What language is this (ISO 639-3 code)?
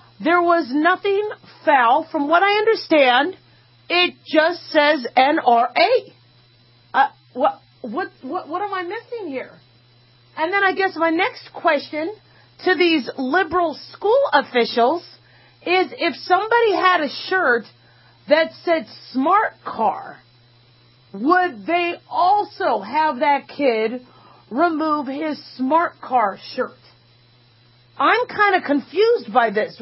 eng